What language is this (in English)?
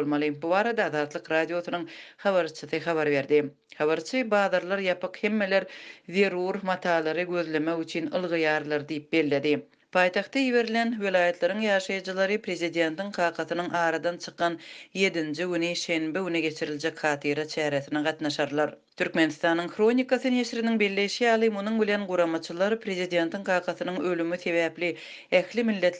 Turkmen